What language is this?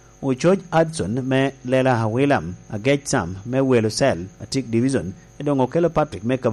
Lango (Uganda)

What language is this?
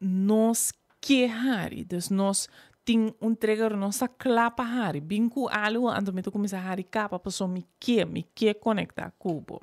Papiamento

